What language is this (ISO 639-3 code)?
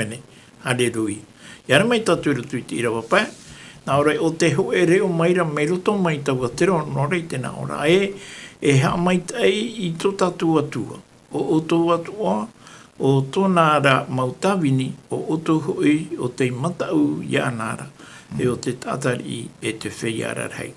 tah